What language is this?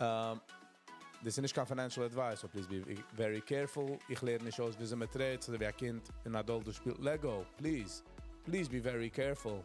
Yiddish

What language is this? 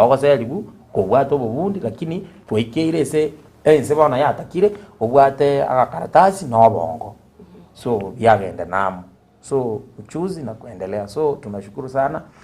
Gusii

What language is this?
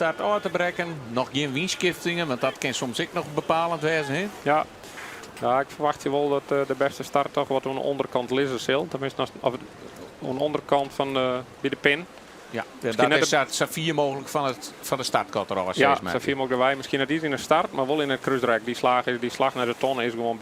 Western Frisian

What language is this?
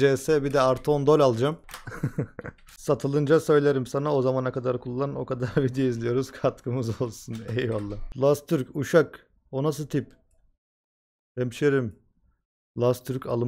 Turkish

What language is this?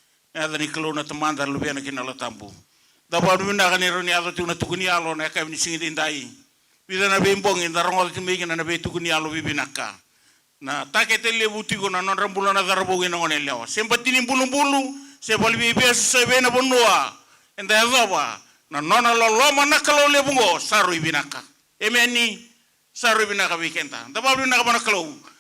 Fijian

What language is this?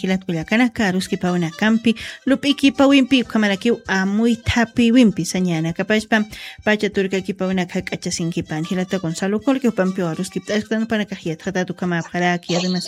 Aymara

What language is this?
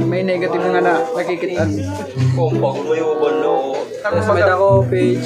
Waray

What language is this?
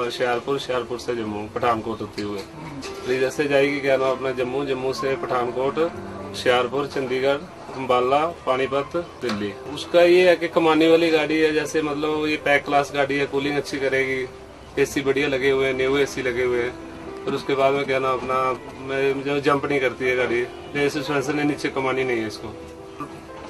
Hindi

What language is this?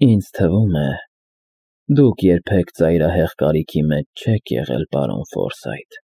Armenian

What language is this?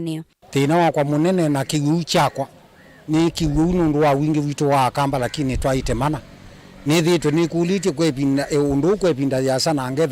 Kamba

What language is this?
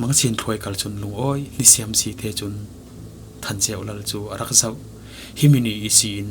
Falam Chin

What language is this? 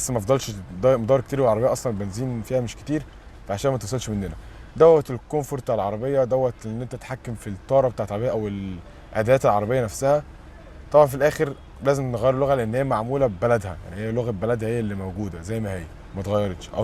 Egyptian Arabic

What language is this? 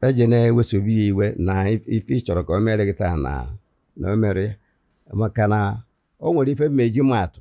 Igbo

